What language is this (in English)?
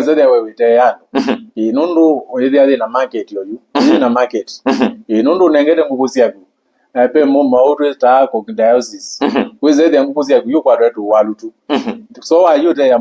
Kamba